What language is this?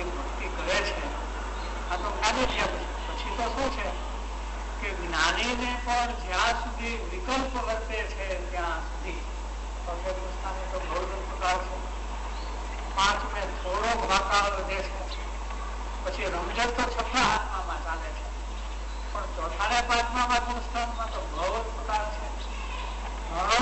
Gujarati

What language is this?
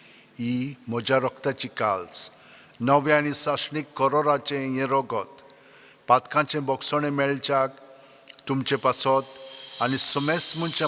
Konkani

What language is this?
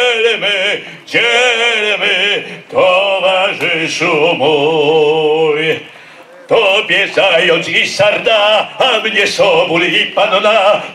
Polish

